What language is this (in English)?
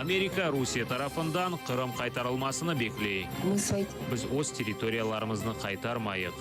Crimean Tatar